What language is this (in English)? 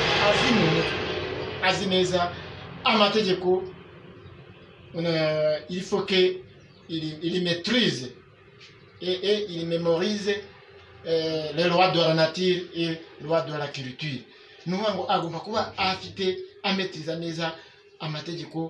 Kinyarwanda